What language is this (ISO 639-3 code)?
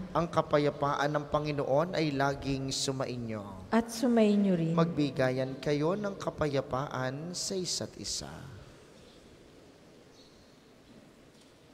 fil